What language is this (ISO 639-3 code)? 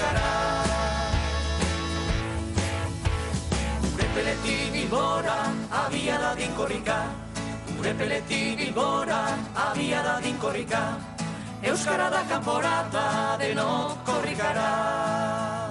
eus